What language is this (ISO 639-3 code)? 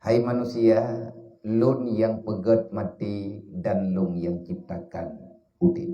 ace